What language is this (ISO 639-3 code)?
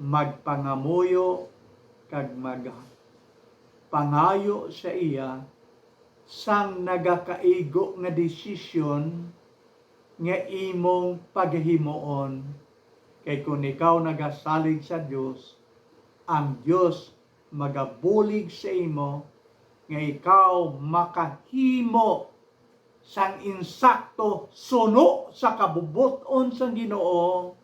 hil